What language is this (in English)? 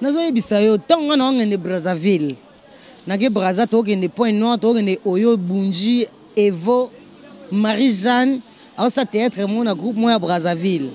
Lingala